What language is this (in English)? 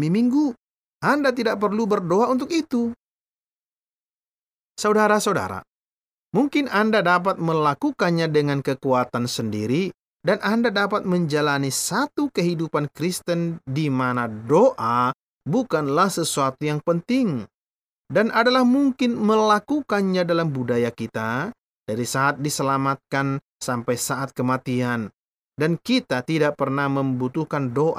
Indonesian